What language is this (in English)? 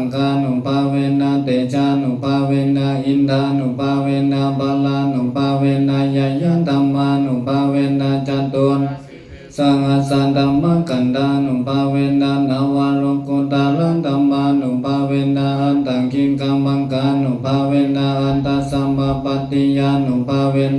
Pali